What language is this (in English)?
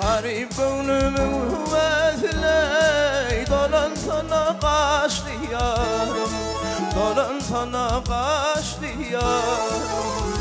Turkmen